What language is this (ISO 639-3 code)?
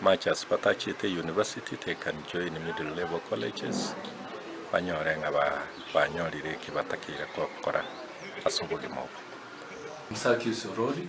guz